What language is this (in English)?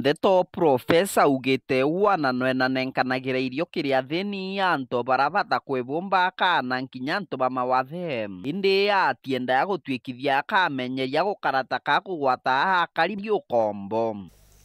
Meru